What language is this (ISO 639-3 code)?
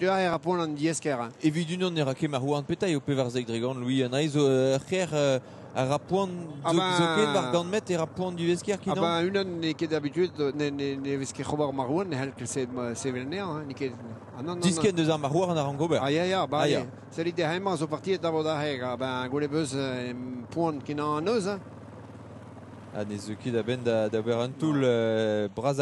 bre